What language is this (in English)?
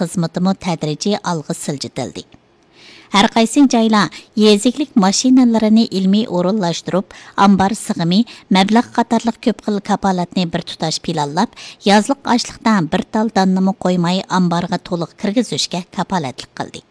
Uyghur